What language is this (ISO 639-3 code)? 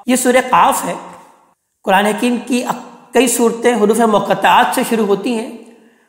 urd